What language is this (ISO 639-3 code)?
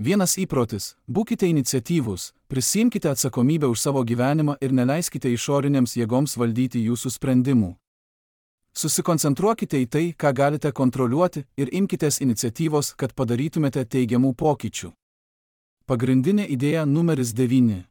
lit